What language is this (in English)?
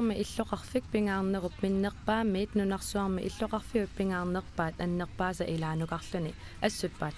Kalaallisut